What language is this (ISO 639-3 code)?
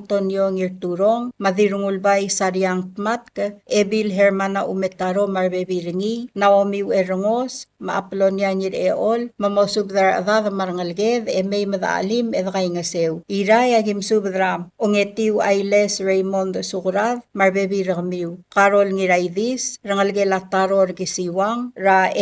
pau